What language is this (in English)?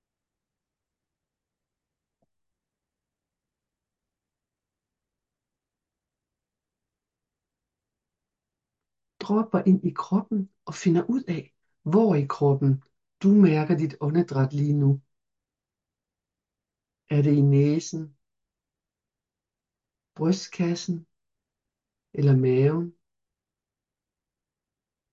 Danish